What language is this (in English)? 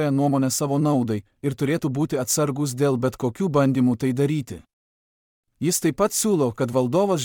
Lithuanian